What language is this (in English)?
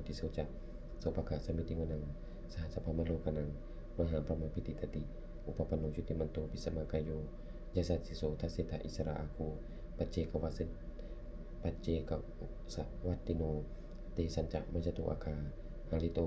Pali